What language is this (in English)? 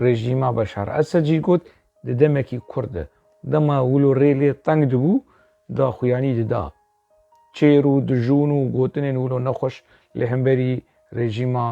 Kurdish